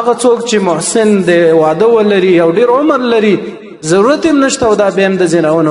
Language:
Pashto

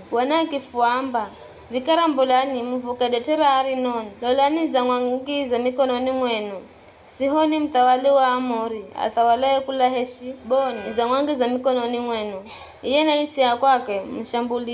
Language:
Giryama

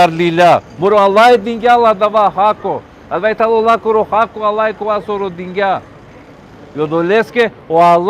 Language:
Balkan Romani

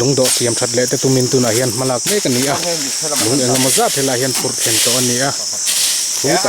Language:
Mizo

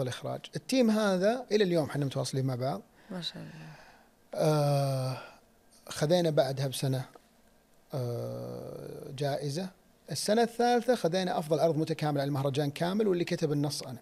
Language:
Najdi Arabic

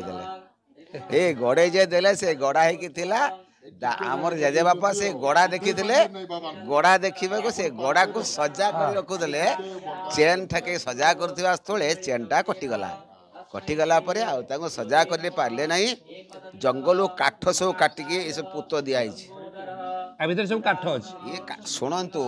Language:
Odia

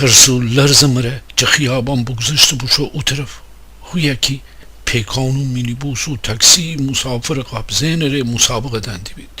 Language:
Gilaki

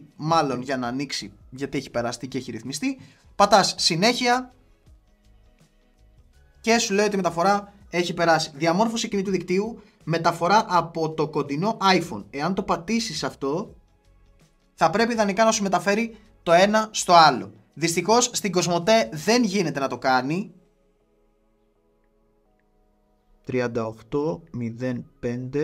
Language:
Greek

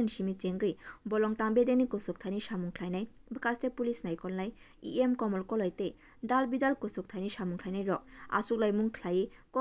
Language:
Kok Borok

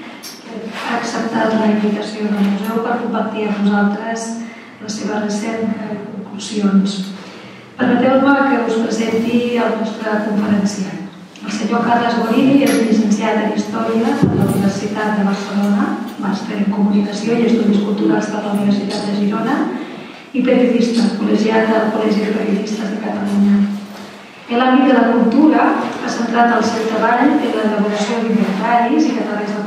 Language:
Catalan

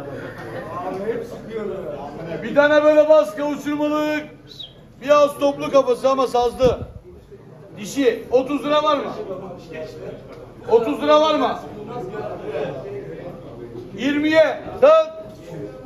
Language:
Turkish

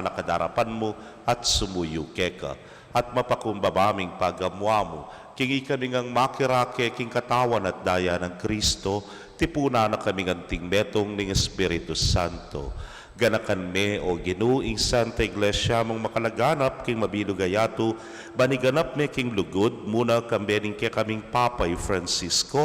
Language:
Pampanga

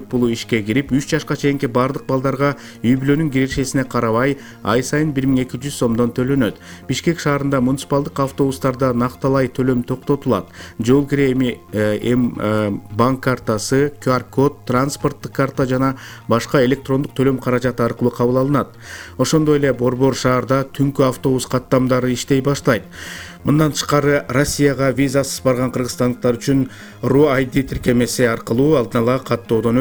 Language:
Kyrgyz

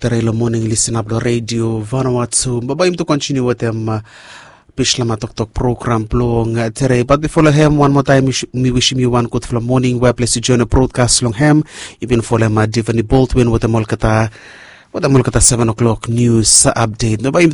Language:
Bislama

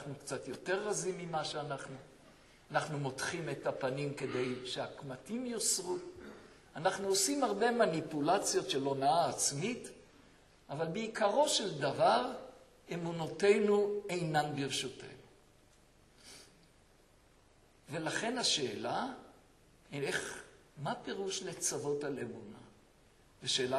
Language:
Hebrew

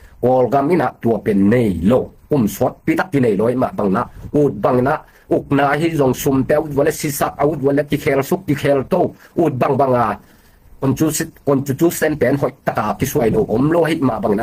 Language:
Tedim Chin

